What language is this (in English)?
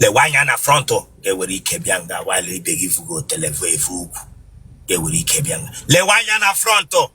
Igbo